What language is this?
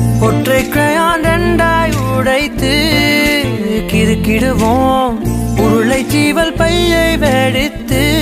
Tamil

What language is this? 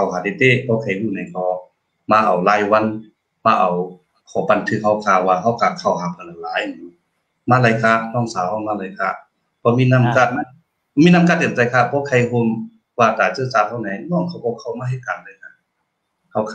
Shan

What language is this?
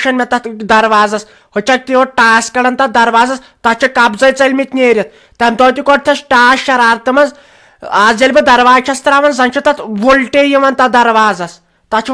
Kashmiri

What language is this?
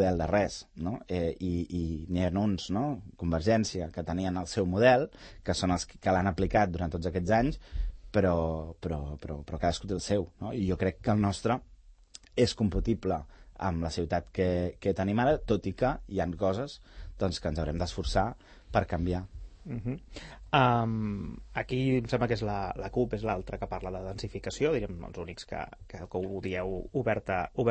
Catalan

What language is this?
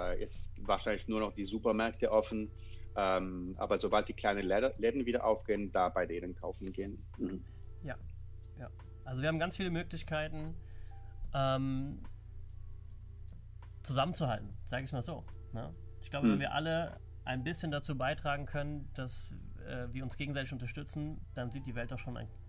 German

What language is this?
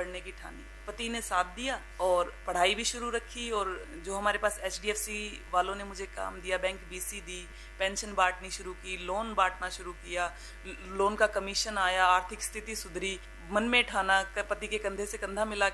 Hindi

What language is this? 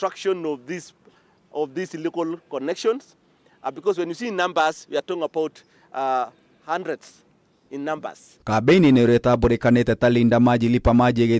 Kikuyu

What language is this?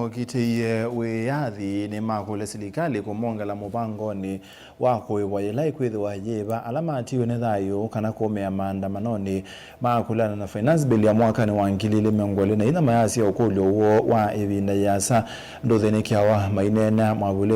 Kamba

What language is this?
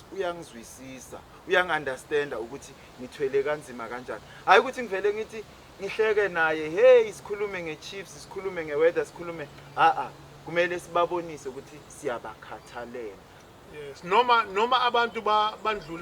Zulu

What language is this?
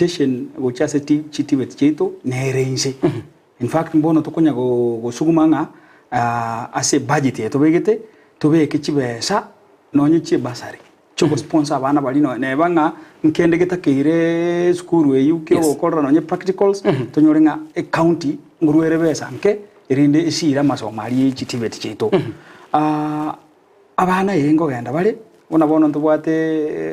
Gusii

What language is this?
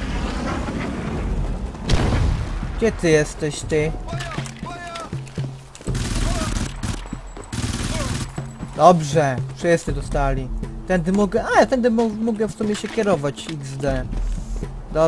Polish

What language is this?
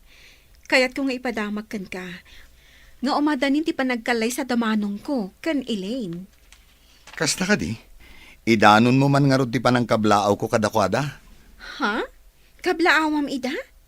Iloko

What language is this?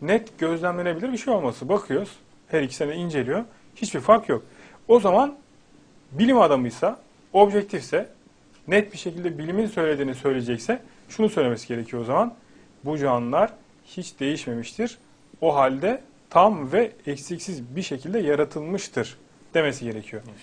Turkish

